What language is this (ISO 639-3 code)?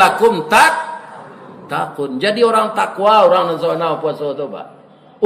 min